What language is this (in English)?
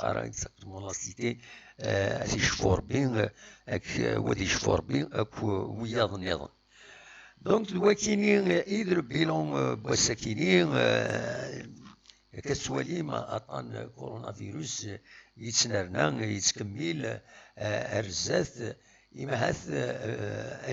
Kabyle